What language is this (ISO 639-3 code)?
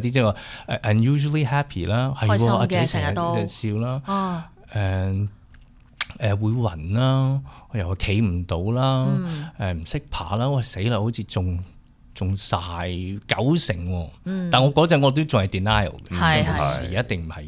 yue